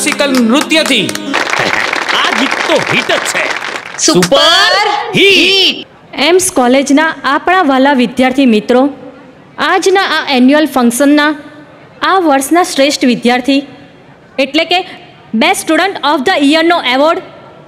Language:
Gujarati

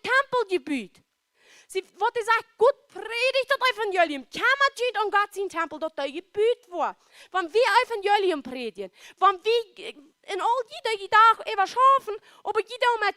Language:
Plautdietsch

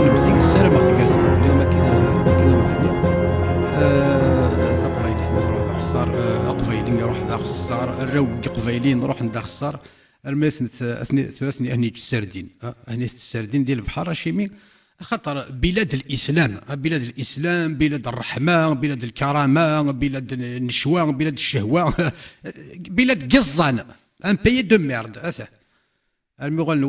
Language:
Kabyle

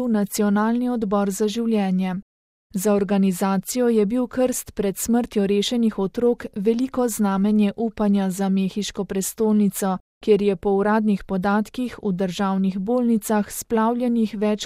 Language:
Slovenian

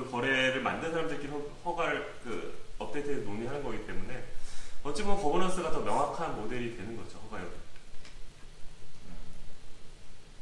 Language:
Korean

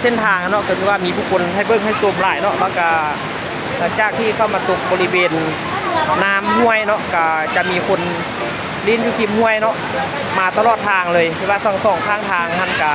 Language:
Lao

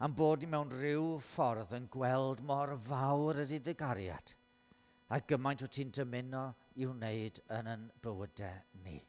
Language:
Welsh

